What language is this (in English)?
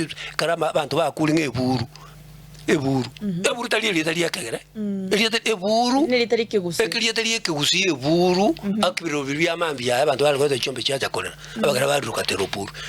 Gusii